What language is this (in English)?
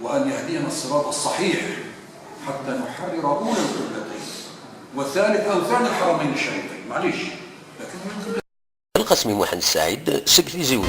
Algerian Arabic